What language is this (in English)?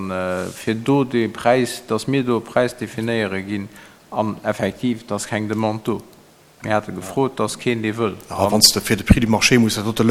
Luxembourgish